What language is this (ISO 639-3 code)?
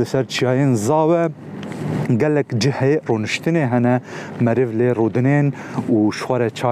kur